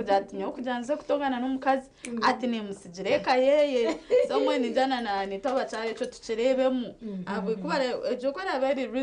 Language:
Nyankole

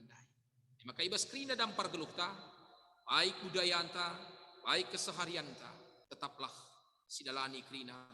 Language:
Batak Karo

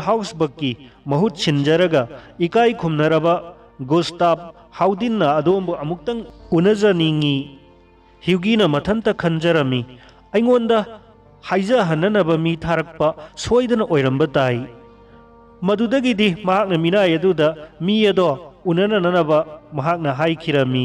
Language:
Manipuri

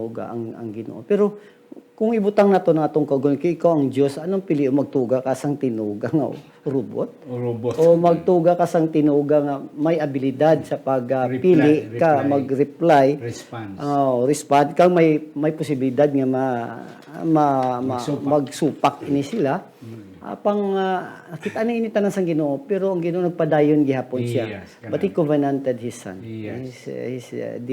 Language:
Hiligaynon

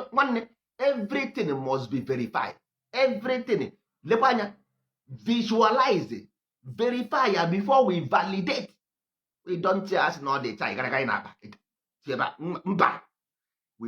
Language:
Igbo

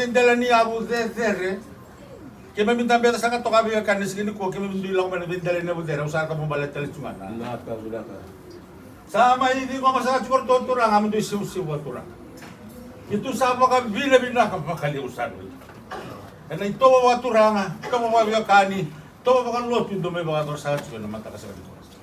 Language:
Fijian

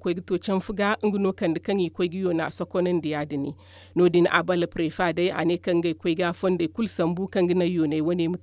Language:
Zarma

